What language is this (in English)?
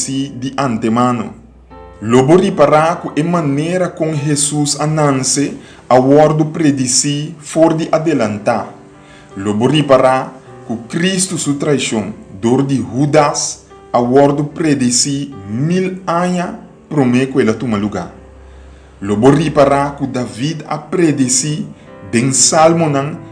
Papiamento